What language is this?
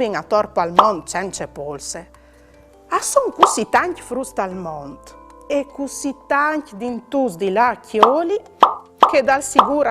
Friulian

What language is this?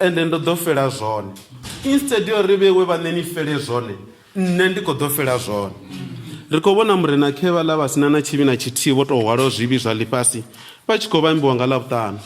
Venda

